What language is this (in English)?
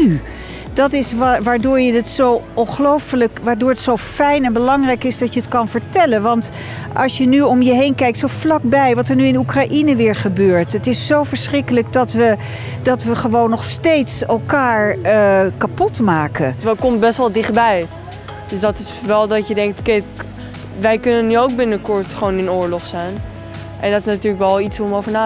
Dutch